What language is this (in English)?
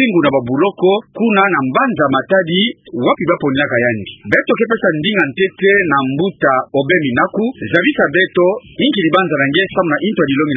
Kituba (Democratic Republic of Congo)